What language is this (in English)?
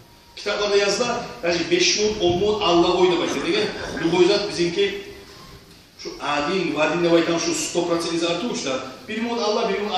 Kumyk